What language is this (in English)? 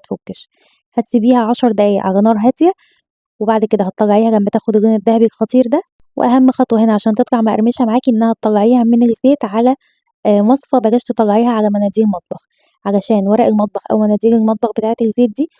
Egyptian Arabic